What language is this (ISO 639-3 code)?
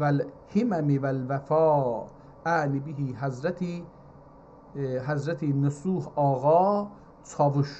azb